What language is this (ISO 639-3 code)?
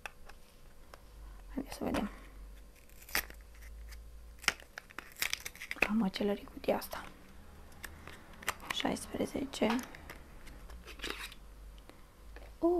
ron